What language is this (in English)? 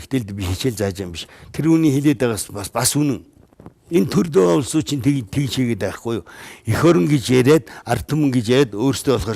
Mongolian